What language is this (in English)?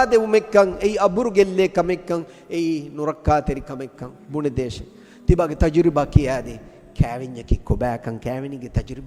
Divehi